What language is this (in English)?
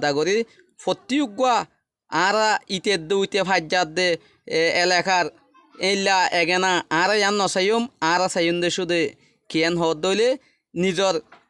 Rohingya